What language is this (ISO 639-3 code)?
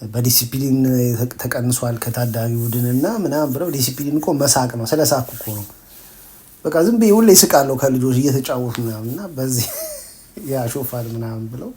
amh